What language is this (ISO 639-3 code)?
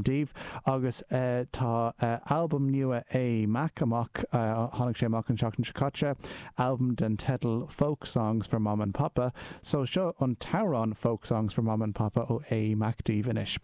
gle